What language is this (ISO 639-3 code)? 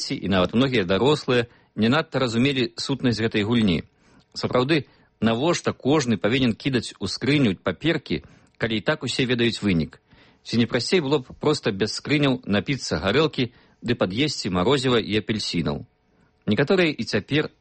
bel